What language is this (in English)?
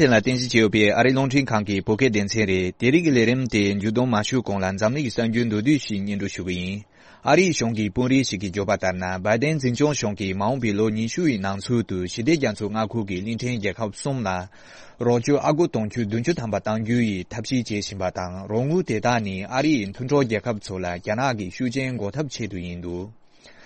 Tibetan